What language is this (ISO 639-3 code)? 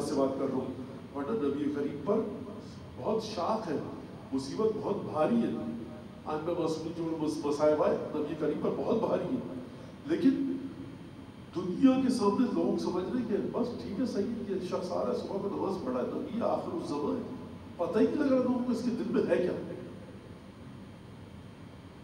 urd